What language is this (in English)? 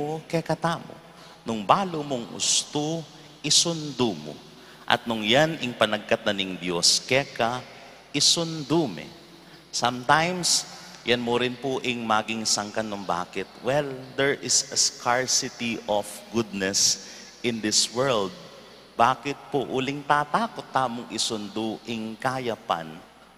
Pampanga